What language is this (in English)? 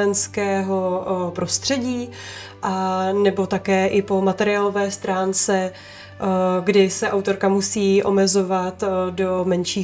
Czech